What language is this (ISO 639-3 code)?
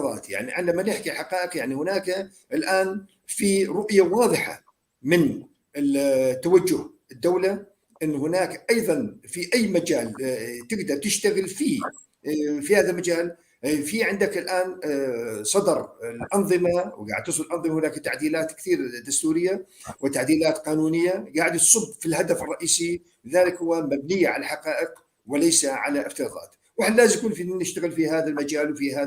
apc